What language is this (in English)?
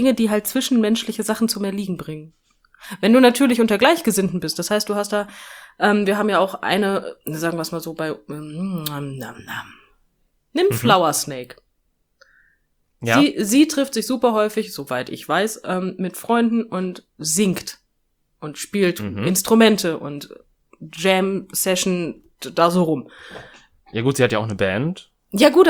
German